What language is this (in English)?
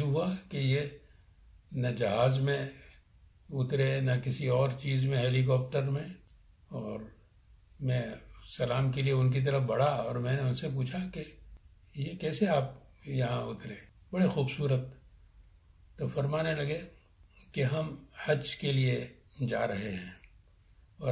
Urdu